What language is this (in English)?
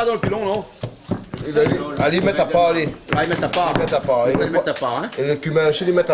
Réunion Creole French